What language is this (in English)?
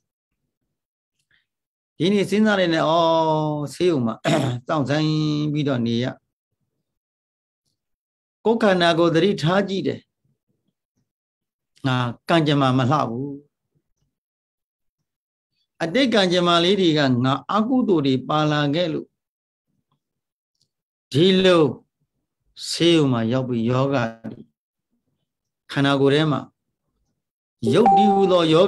Burmese